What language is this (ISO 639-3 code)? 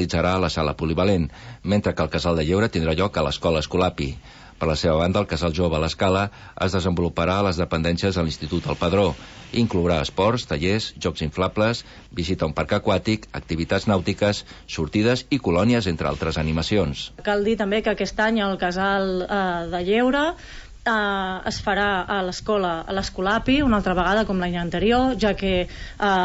cat